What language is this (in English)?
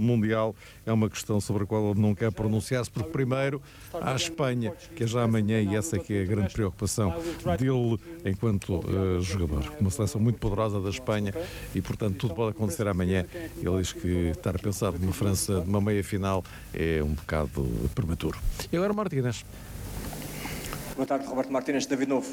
Portuguese